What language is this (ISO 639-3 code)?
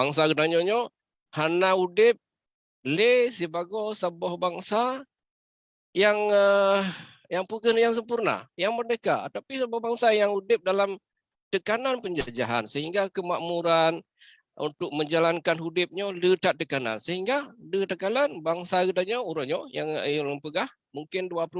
ace